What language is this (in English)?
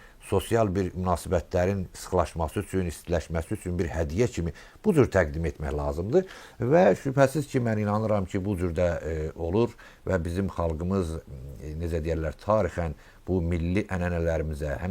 Azerbaijani